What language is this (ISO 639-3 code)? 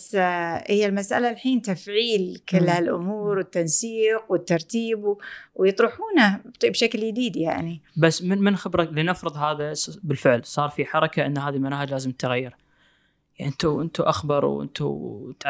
afb